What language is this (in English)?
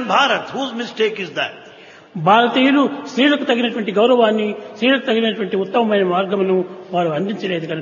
Telugu